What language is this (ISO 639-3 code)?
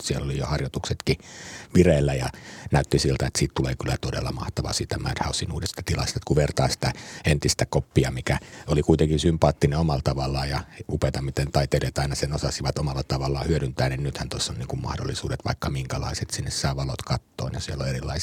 fin